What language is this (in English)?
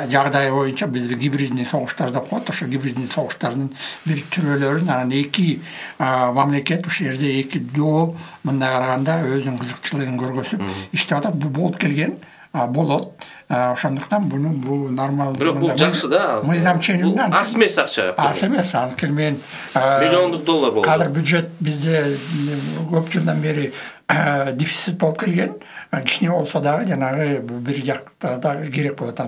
Kyrgyz